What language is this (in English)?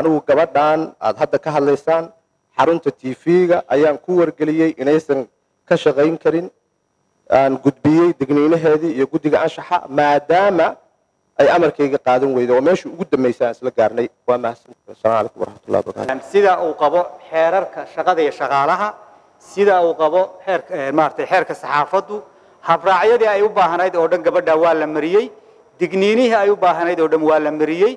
Somali